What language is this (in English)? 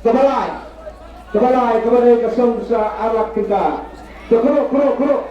Khasi